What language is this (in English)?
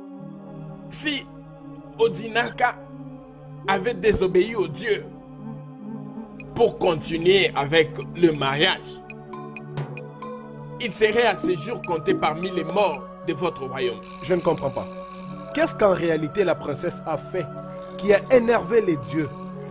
French